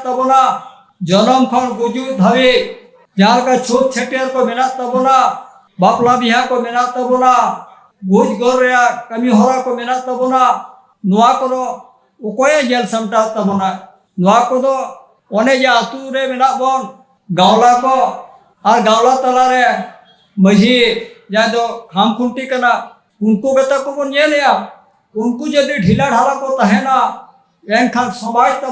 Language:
Santali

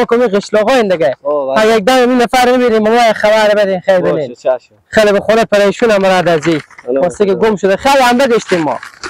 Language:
Persian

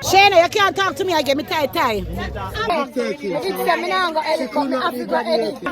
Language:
Jamaican Creole English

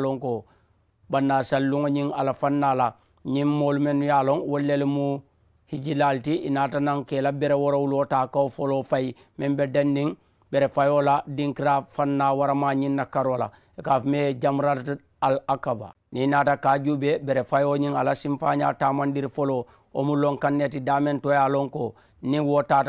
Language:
Mandingo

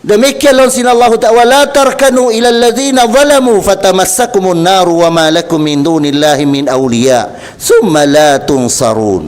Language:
Tausug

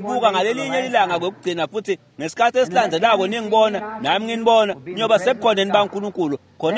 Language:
Swati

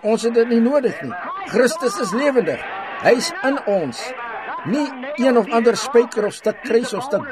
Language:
Afrikaans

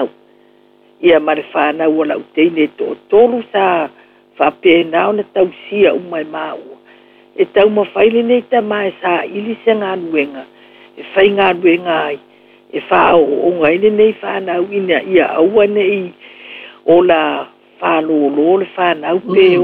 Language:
Samoan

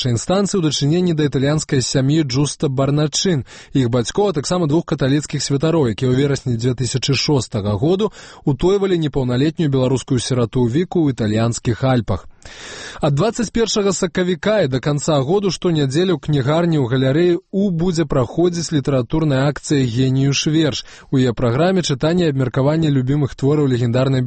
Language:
Belarusian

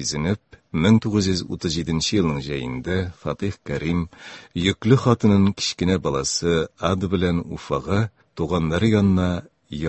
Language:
Tatar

